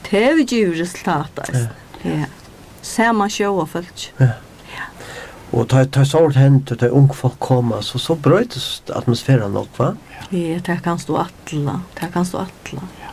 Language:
Faroese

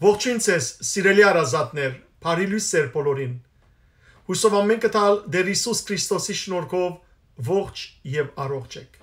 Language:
Western Armenian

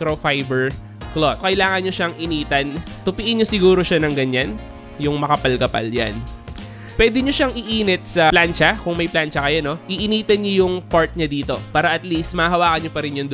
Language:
Filipino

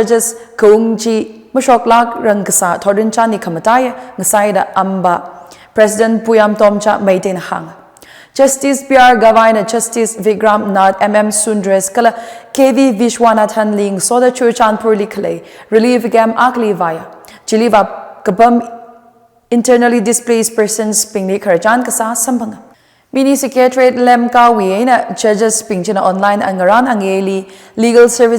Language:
Tangkhul Naga (India)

